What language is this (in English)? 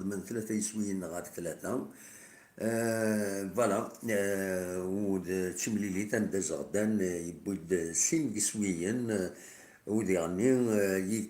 Kabyle